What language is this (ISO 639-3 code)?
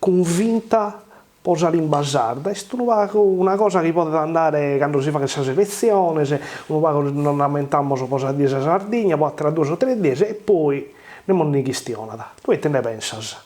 srd